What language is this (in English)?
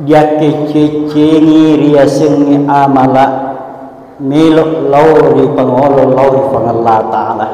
Buginese